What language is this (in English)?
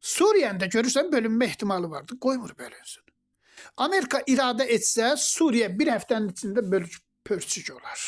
Azerbaijani